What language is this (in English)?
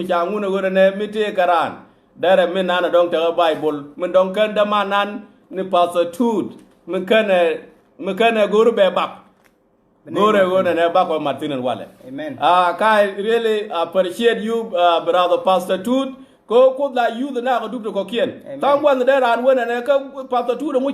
Nuer